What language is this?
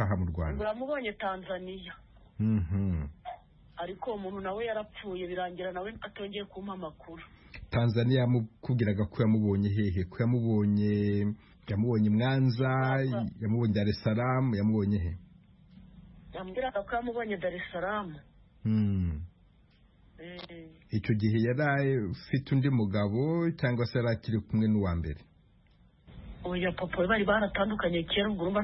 Kinyarwanda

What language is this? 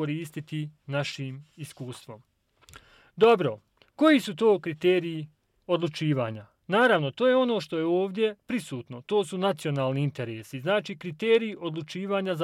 Bosnian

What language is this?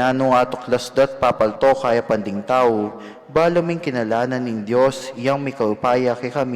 Pampanga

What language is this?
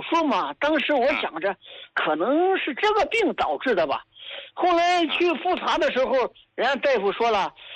Chinese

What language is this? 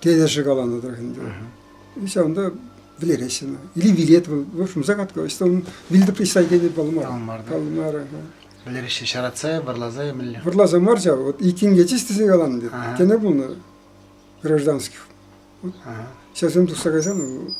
Chuvash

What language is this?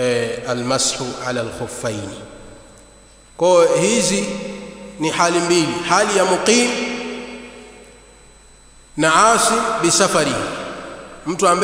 Swahili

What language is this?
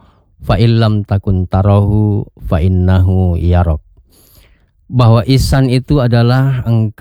Indonesian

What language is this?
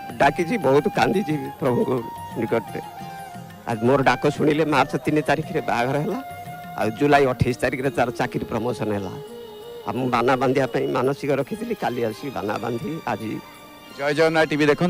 Odia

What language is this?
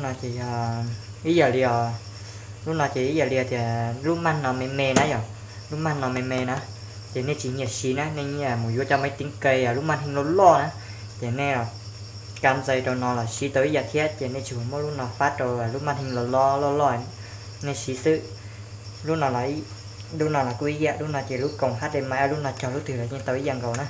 Hmong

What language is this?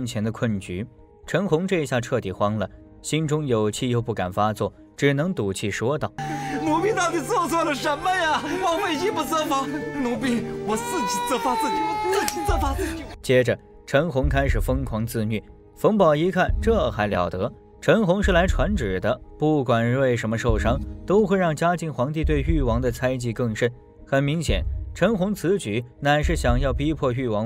Chinese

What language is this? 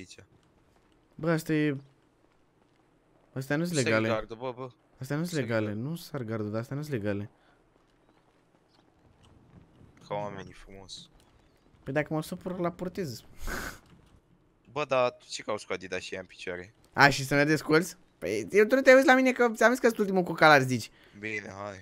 Romanian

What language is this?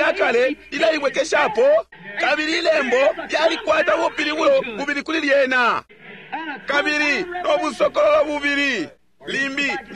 Bemba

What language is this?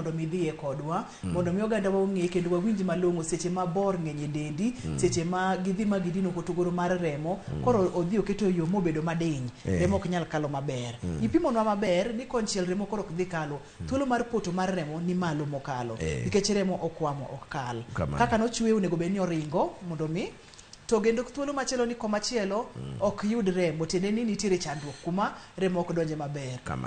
Luo (Kenya and Tanzania)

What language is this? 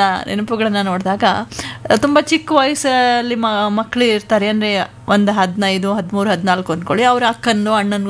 Kannada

